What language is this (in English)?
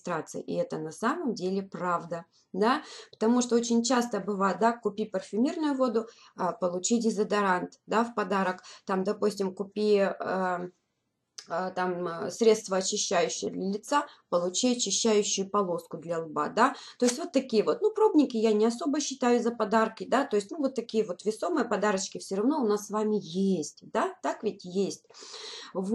Russian